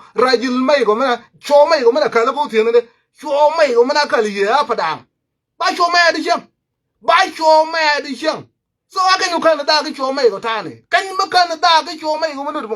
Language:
Nuer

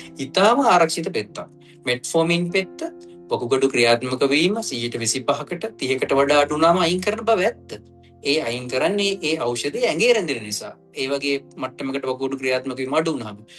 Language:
Sinhala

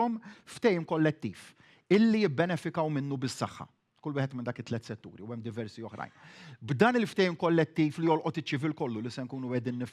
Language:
Maltese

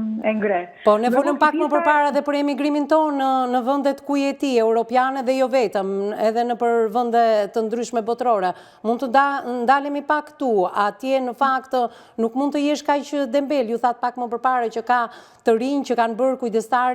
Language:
Albanian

